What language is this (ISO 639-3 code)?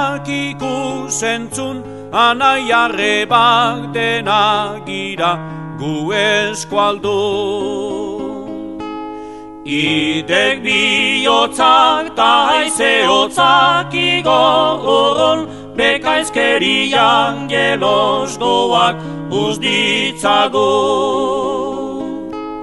eus